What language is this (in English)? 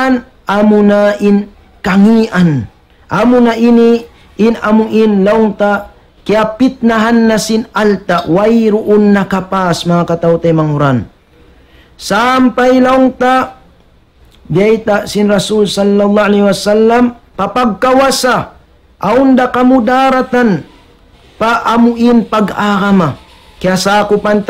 Tausug